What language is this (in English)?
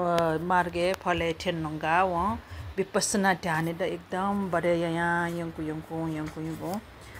Newari